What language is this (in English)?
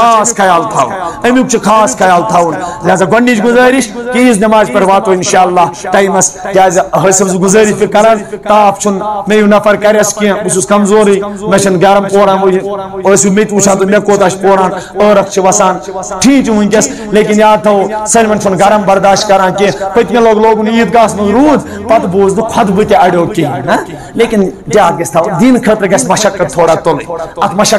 Kashmiri